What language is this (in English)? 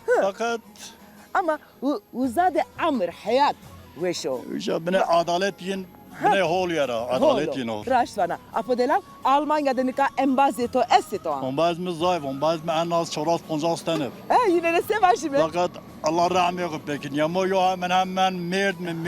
Zaza